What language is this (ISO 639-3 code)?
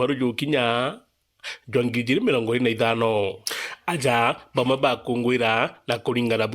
mer